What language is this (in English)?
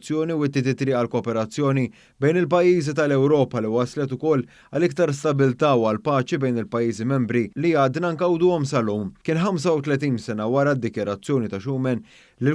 Maltese